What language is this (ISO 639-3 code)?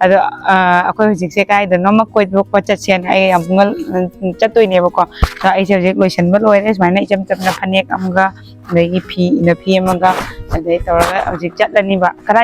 mni